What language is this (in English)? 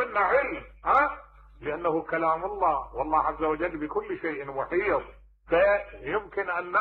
Mesopotamian Arabic